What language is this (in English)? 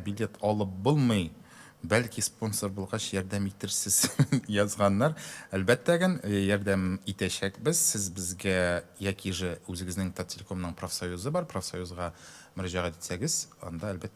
Tatar